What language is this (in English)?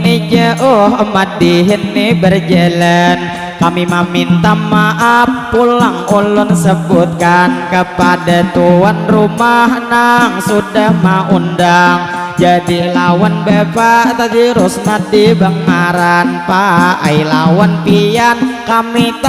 Banjar